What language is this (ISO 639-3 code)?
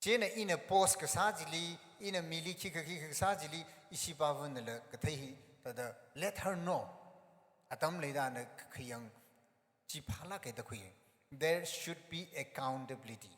nmf